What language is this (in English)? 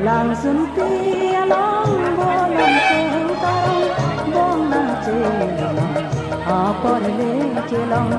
Karbi